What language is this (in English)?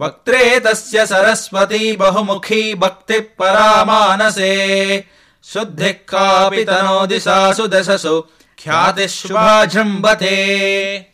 Sanskrit